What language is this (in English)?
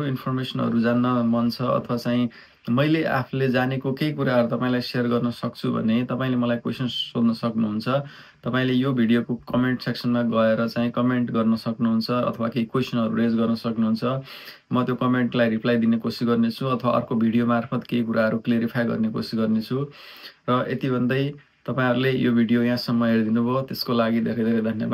Nepali